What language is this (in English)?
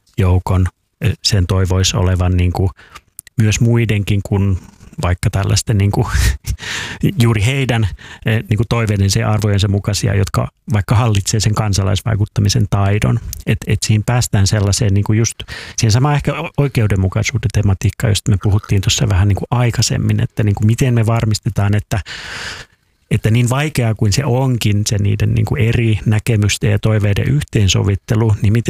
Finnish